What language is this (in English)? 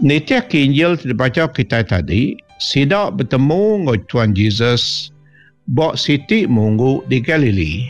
Iban